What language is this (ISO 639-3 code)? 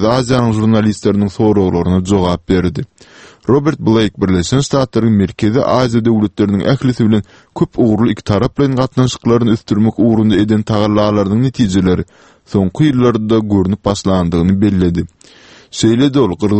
tuk